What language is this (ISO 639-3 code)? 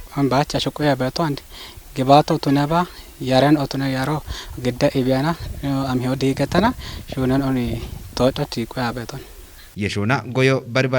kbr